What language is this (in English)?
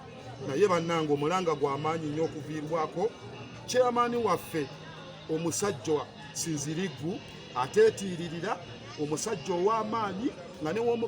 Ganda